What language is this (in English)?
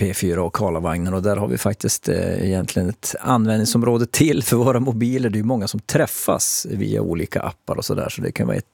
Swedish